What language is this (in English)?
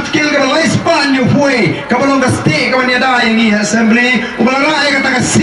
Khasi